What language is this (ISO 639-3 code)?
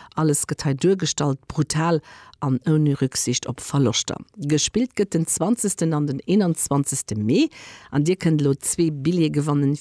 ltz